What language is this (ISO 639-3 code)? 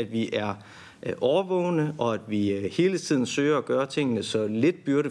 dan